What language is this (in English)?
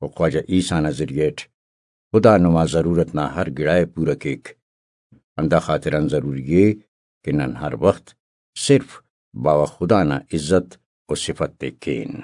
Brahui